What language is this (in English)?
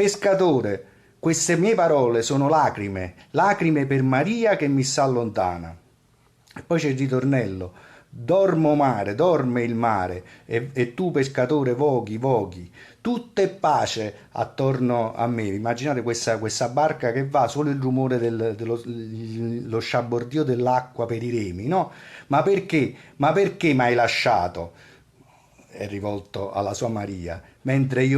Neapolitan